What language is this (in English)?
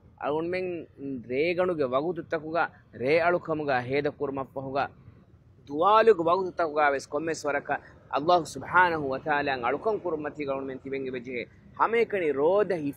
Divehi